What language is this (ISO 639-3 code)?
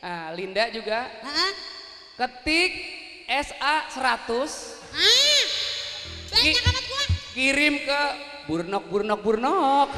bew